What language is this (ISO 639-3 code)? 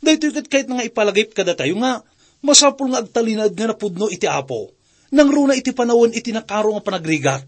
ilo